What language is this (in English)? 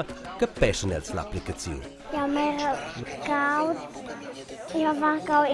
Romansh